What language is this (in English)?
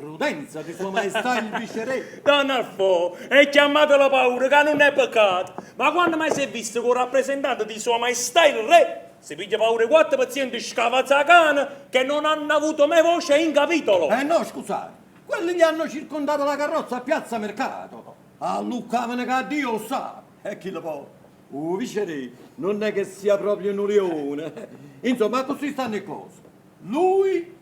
Neapolitan